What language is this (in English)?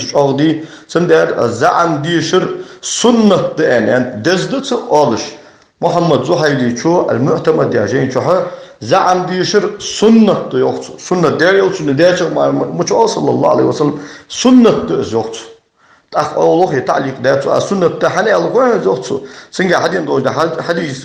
Ingush